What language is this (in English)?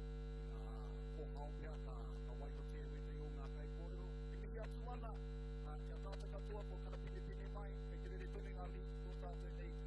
Māori